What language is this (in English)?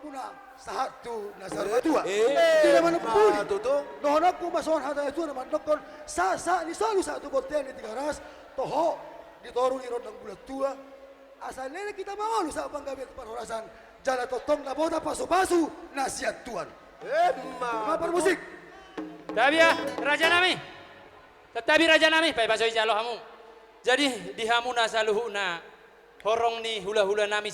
Batak Toba